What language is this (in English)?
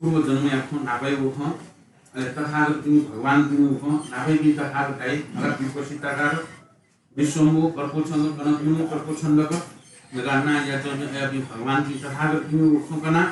Newari